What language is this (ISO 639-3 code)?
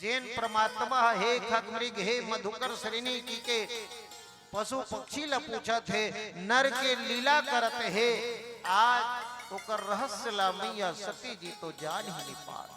hne